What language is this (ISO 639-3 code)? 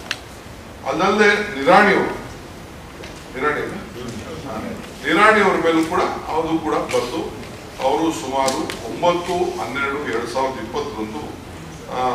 kan